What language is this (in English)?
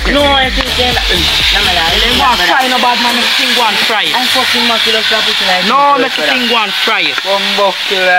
Jamaican Creole English